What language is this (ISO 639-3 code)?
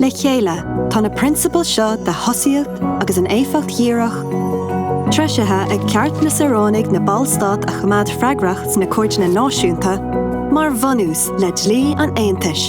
gle